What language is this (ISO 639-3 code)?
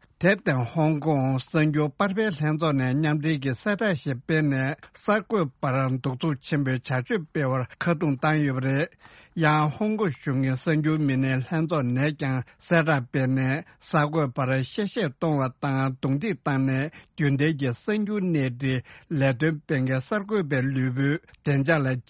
bod